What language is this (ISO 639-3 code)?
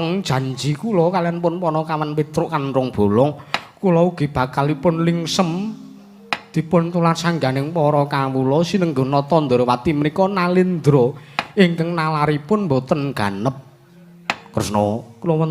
jav